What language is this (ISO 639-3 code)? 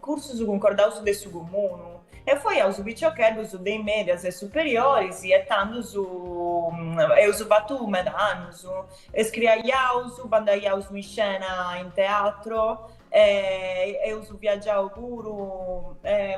srd